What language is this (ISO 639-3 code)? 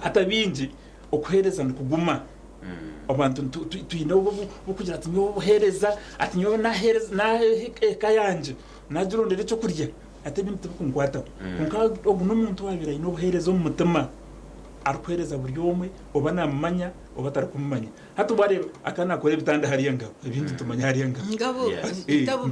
nyn